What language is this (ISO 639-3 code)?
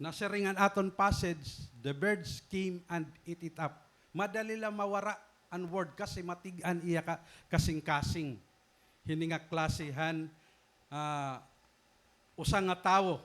war